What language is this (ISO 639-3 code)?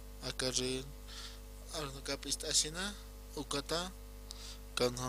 aym